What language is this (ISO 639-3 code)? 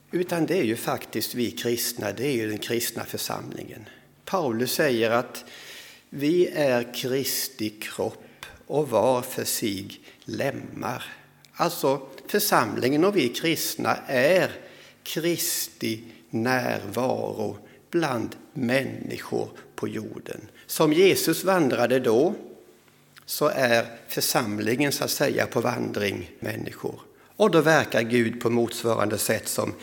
swe